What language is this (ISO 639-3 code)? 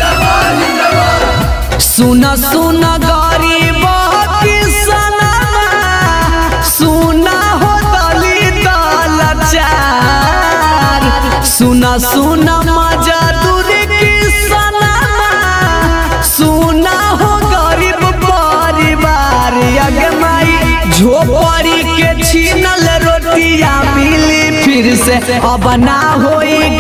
bho